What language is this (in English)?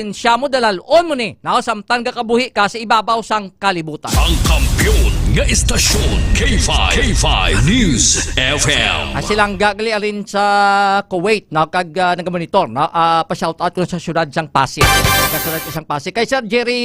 Hiligaynon